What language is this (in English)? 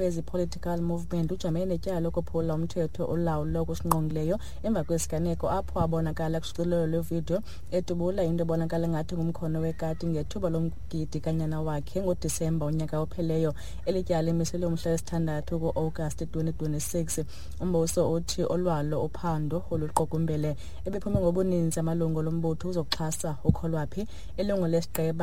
Xhosa